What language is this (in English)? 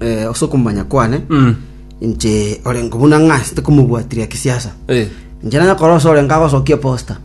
Gusii